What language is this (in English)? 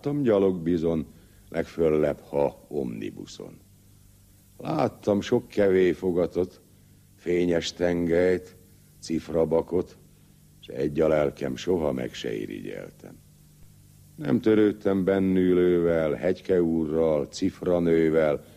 Hungarian